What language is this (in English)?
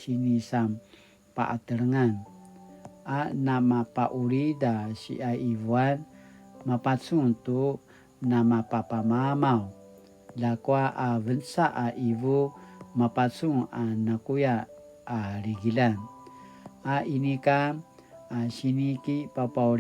Paiwan